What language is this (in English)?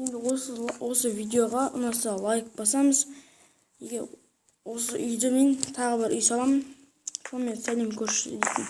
Kazakh